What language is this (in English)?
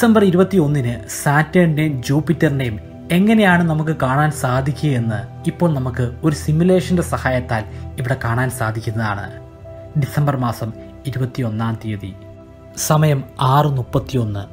Malayalam